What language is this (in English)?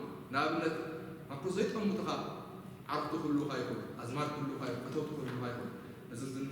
Tigrinya